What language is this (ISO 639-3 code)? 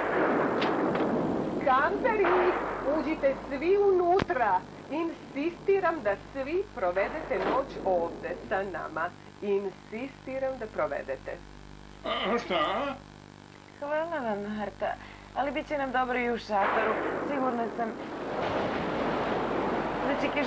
srp